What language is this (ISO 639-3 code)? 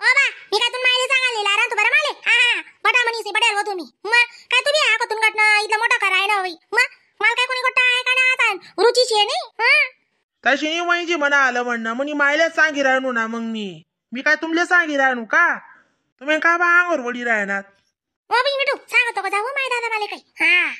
khn